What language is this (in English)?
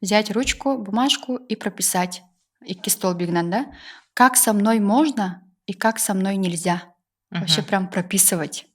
Yakut